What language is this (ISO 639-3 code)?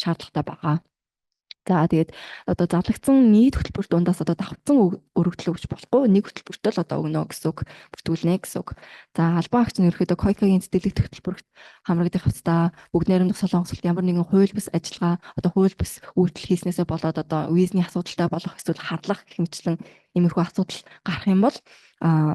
mon